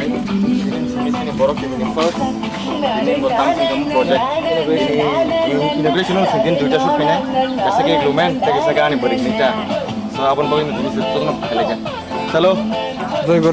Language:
Kok Borok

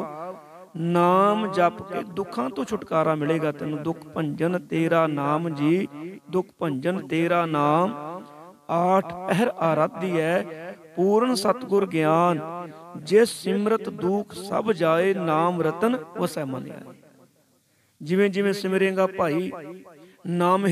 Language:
Punjabi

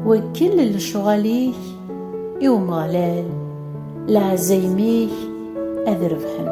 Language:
Kabyle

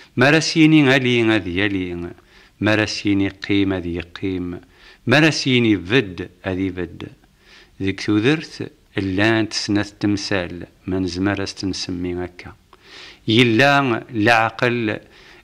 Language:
Kabyle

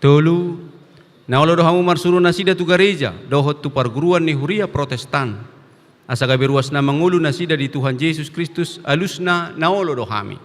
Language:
Batak Toba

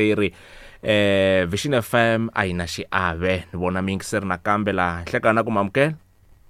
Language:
Tsonga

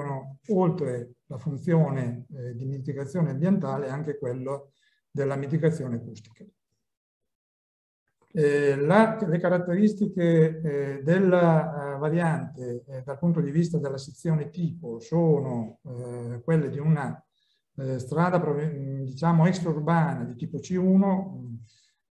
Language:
Italian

